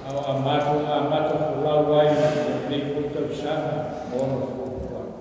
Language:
Samoan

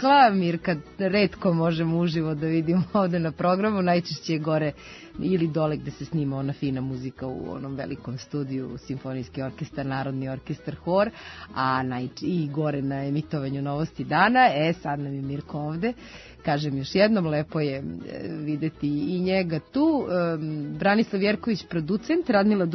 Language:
Serbian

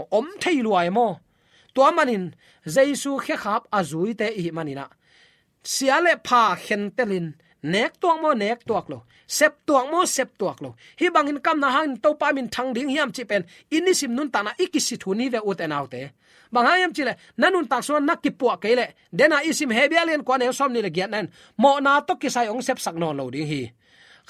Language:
Tedim Chin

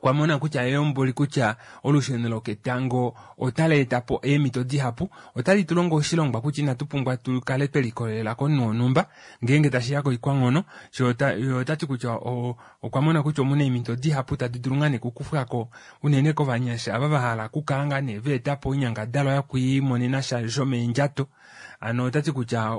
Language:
Kuanyama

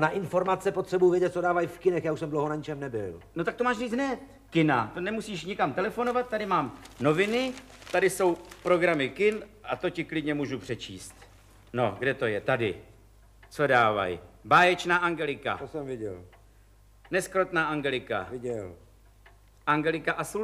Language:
Czech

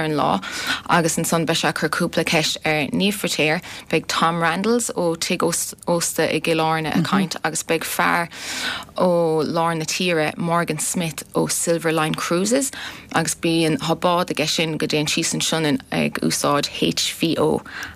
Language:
Irish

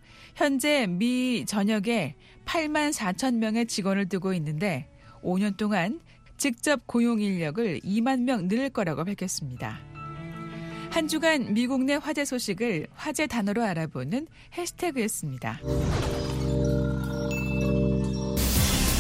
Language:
Korean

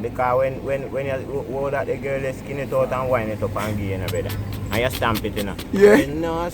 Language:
Jamaican Creole English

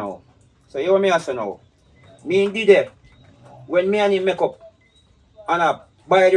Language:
Jamaican Creole English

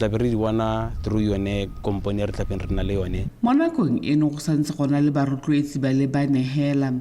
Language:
Tswana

